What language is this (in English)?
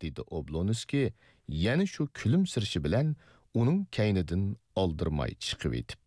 Uyghur